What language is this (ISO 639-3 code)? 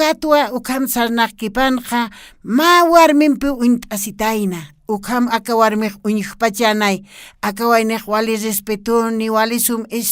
aym